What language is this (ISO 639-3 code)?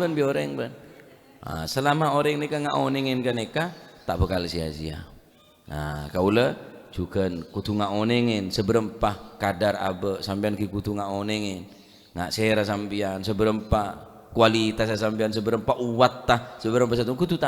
mad